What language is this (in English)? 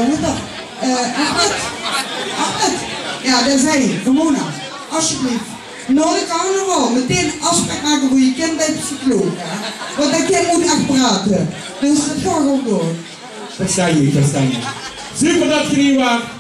Limburgish